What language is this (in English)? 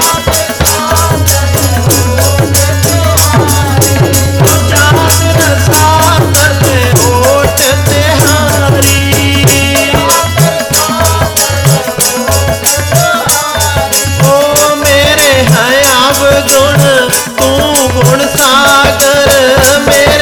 Hindi